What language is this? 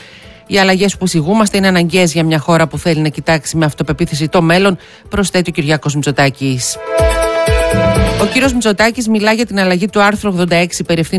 Greek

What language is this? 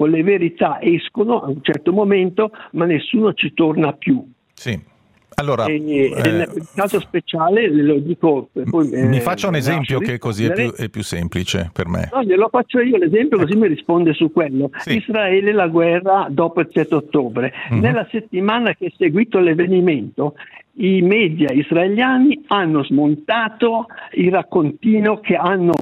Italian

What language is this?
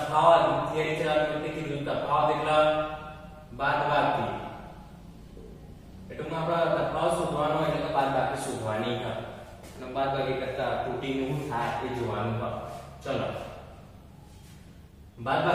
Gujarati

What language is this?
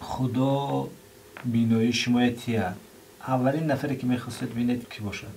Tajik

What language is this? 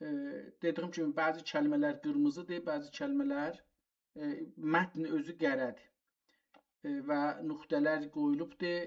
South Azerbaijani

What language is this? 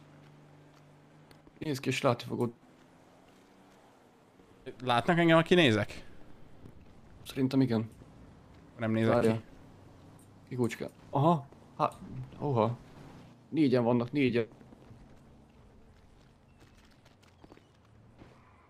Hungarian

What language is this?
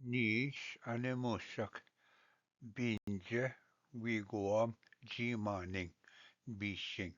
Ojibwa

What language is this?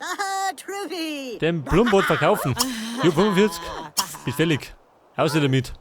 Bavarian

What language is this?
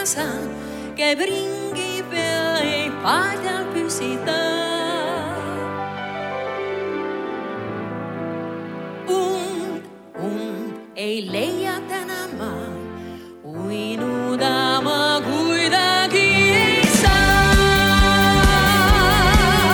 Estonian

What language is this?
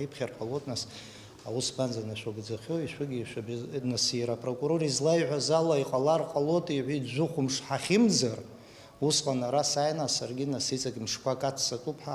Abkhazian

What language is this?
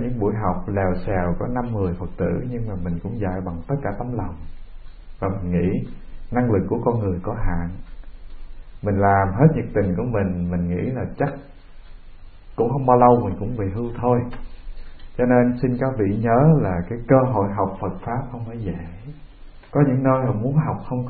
Vietnamese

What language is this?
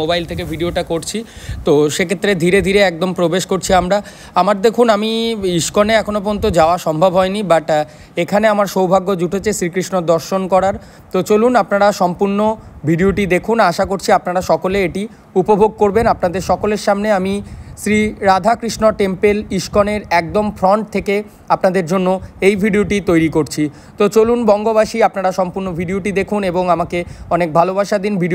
Bangla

